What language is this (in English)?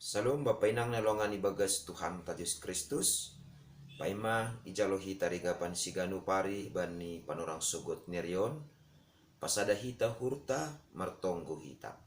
Batak Simalungun